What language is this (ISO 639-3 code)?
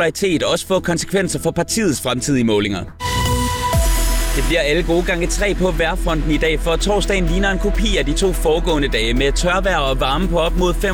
dan